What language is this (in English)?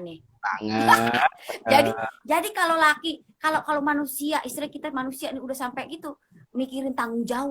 Betawi